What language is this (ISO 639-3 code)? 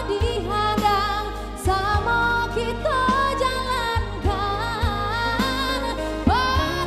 min